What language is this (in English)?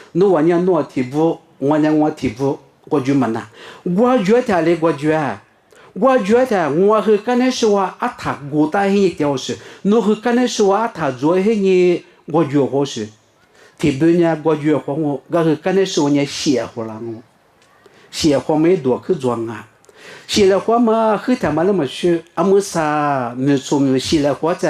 Lisu